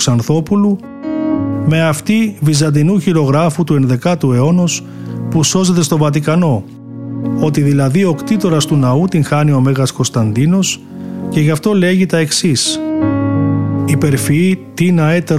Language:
Greek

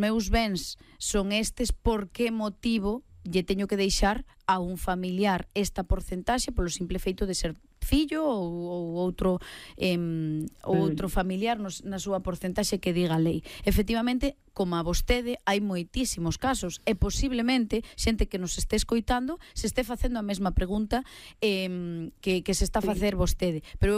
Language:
Galician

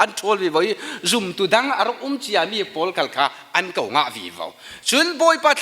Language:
Falam Chin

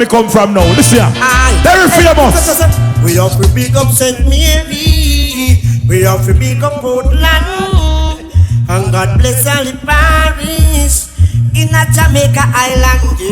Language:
Jamaican Creole English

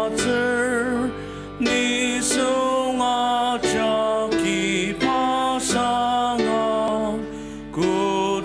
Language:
Ao Naga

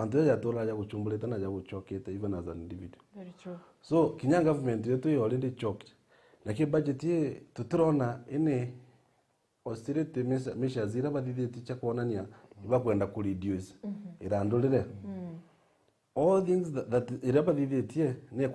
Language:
Meru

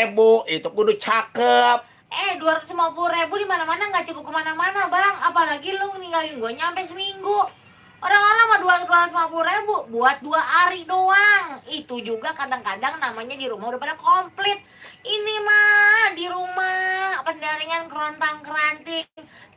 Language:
Betawi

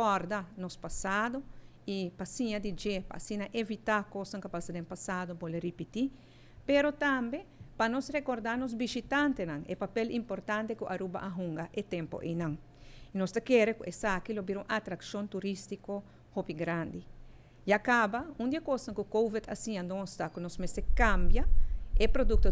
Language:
Papiamento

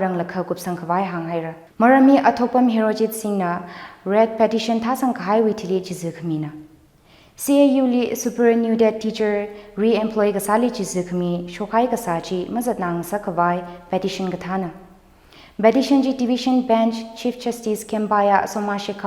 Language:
Tangkhul Naga (India)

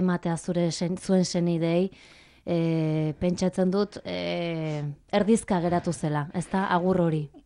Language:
Basque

